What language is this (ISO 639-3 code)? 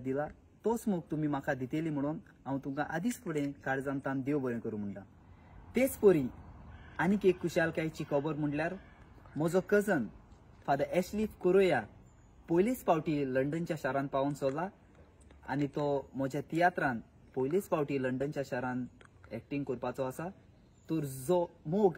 kok